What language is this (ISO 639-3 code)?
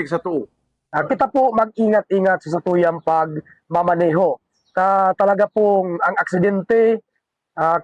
bik